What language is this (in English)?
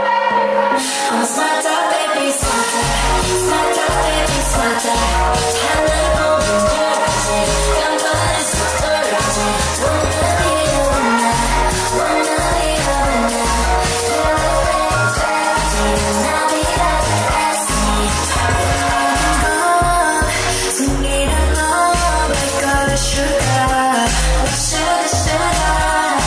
Korean